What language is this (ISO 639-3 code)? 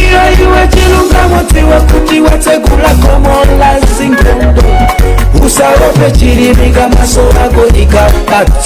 nya